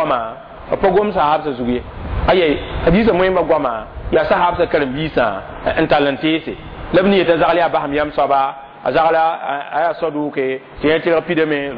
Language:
Mossi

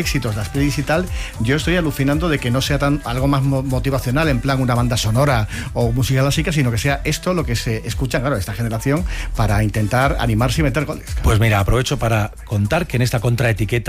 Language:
Spanish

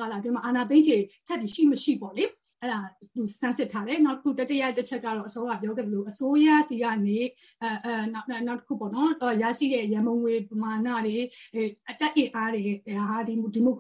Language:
Burmese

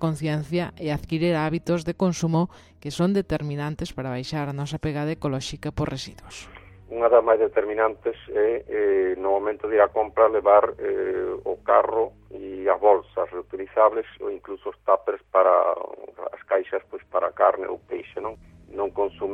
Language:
Galician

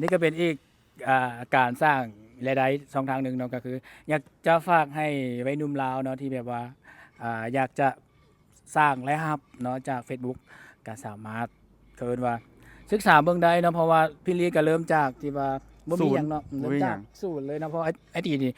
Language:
Lao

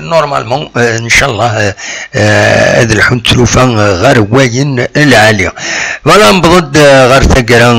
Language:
Kabyle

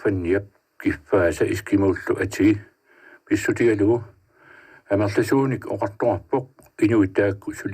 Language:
Kalaallisut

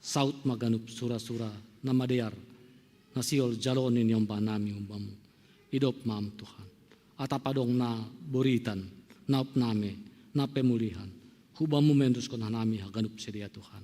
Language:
Batak Simalungun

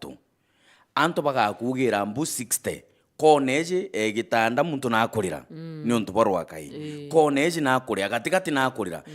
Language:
Meru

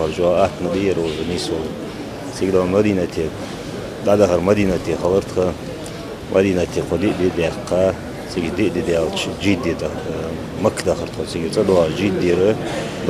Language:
Ingush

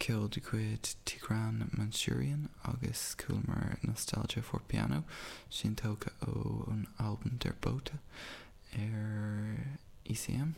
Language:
Irish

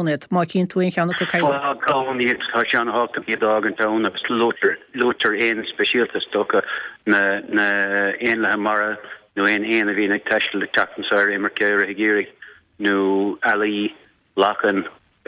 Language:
Irish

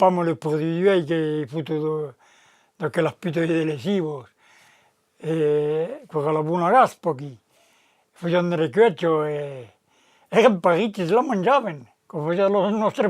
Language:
Occitan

